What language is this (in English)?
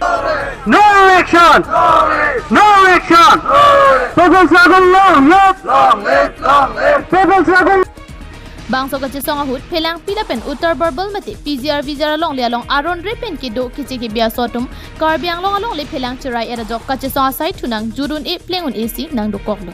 Karbi